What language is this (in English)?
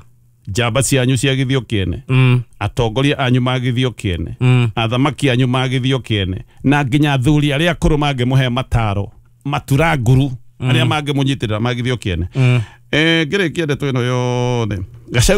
Kikuyu